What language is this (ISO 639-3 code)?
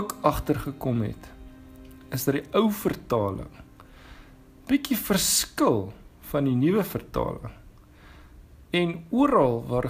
afr